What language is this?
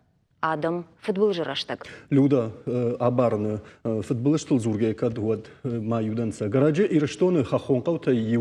Ossetic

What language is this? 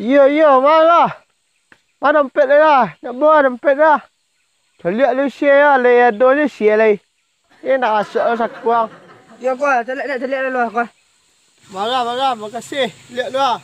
Minangkabau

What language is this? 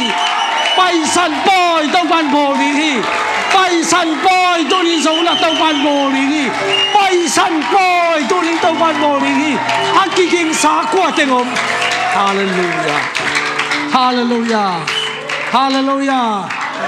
Tedim Chin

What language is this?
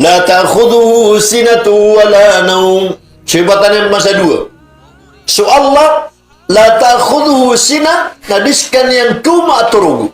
Maranao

